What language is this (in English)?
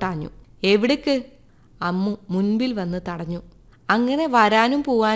Malayalam